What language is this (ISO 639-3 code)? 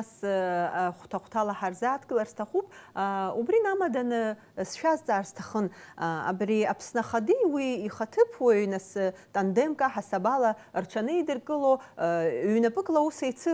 abk